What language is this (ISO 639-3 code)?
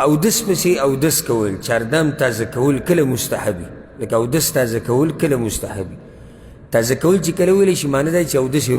pus